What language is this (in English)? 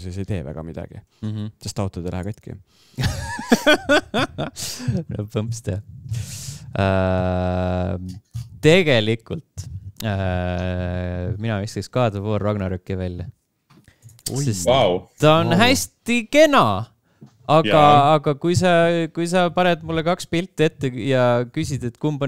Estonian